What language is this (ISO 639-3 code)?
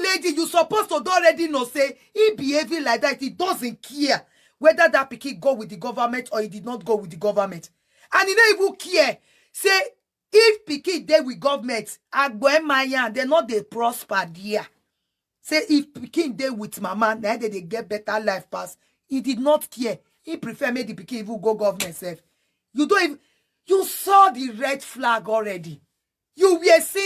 pcm